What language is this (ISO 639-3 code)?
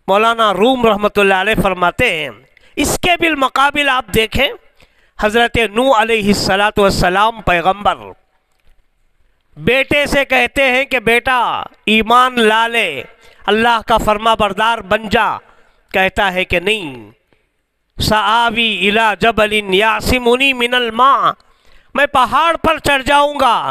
urd